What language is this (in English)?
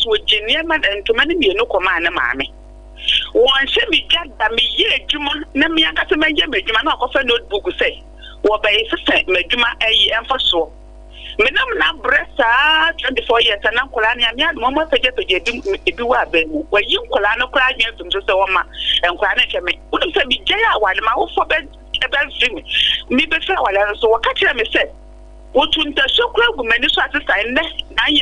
Akan